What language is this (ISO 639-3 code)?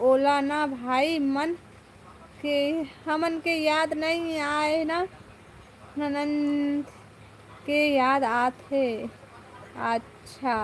hne